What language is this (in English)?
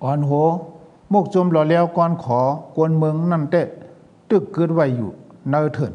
Shan